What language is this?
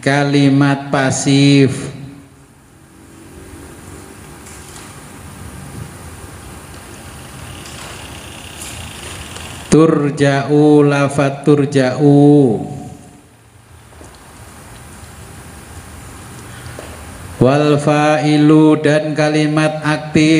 Indonesian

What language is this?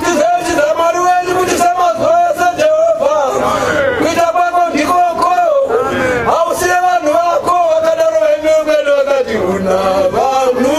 Shona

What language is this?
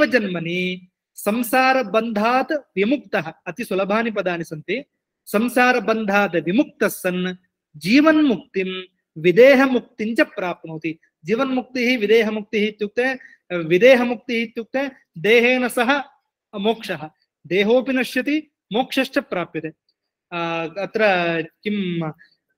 Sanskrit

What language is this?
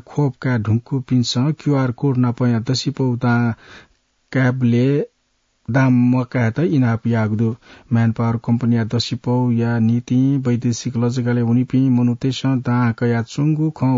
Newari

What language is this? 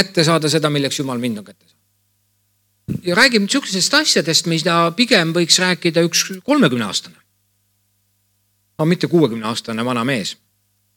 Estonian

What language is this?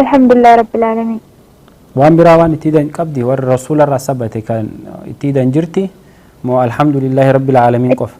Oromo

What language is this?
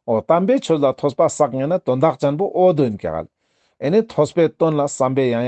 Ladakhi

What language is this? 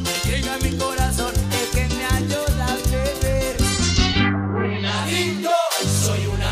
Spanish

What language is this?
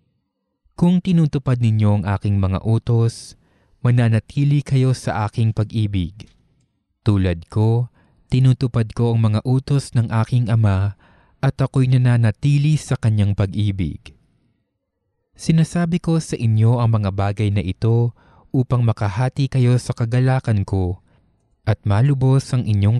Filipino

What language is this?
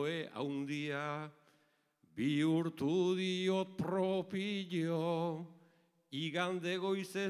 Basque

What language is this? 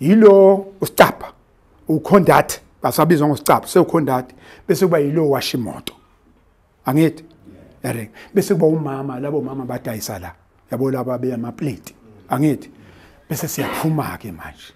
Zulu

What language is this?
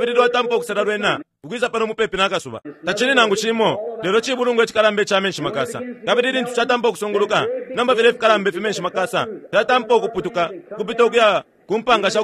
Bemba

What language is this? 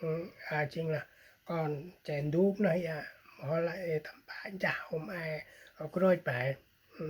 Central Mnong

